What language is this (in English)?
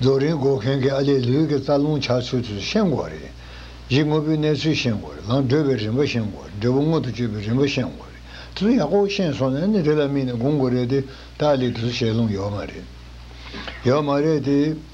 Tibetan